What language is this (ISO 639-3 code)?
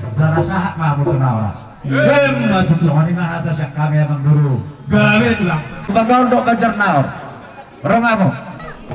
bbc